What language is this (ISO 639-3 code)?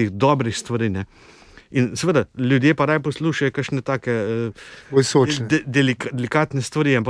slv